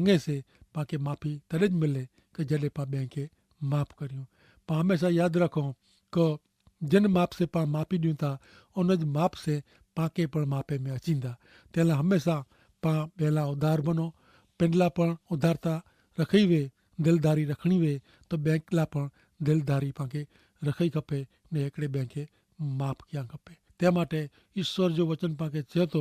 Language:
Kachhi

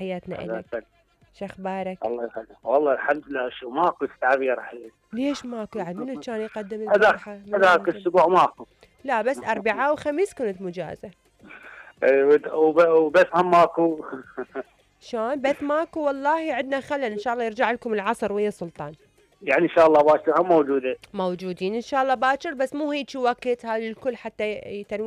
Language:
Mesopotamian Arabic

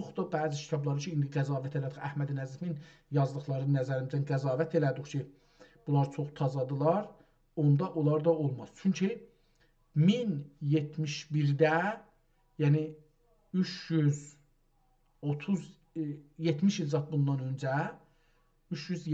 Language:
South Azerbaijani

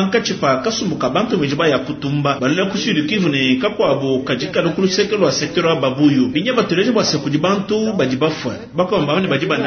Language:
Luba-Lulua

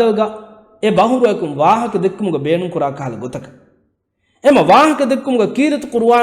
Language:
Divehi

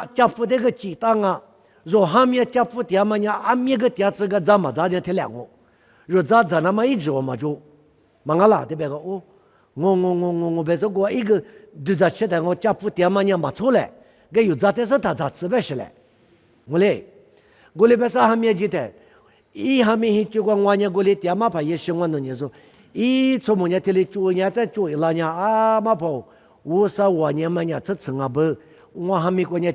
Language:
Lisu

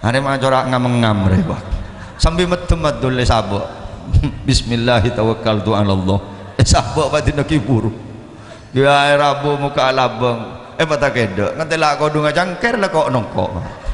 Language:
Madurese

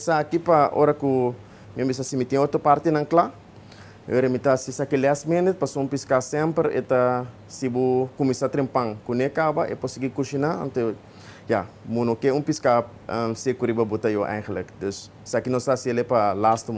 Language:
Papiamento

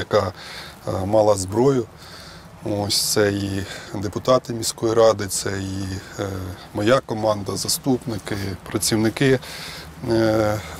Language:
Ukrainian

